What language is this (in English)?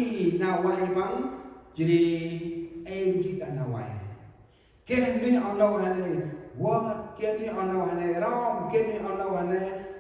Central Mnong